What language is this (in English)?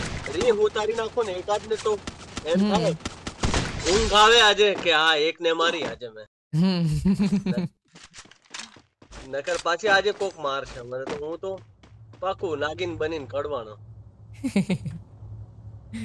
Gujarati